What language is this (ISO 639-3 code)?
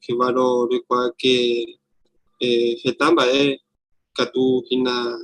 grn